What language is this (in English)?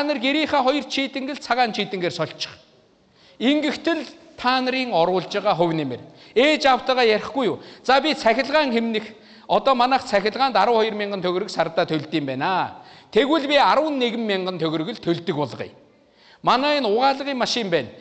Mongolian